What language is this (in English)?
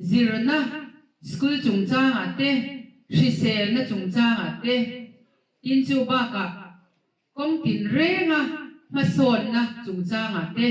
Mizo